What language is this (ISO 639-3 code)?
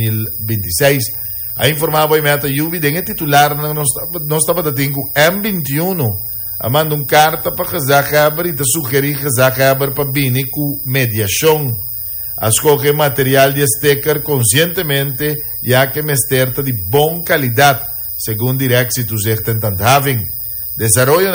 pap